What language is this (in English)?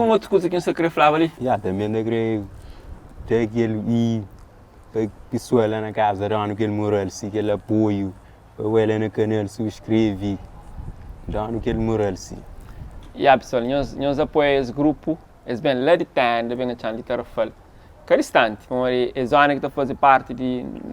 Kabuverdianu